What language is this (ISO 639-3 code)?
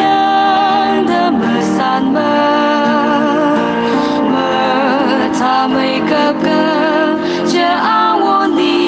nmf